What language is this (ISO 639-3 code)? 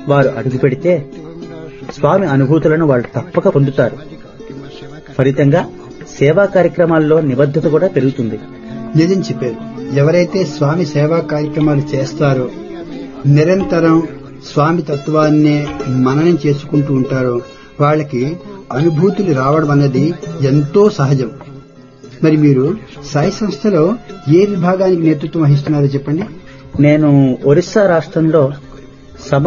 tel